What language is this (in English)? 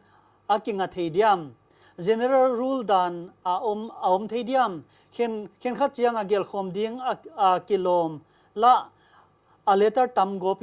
Paite Chin